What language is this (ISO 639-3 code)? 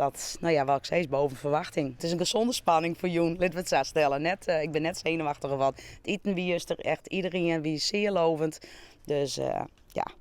fry